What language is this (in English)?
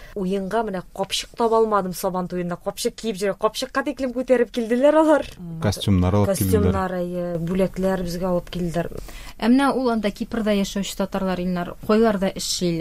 Tatar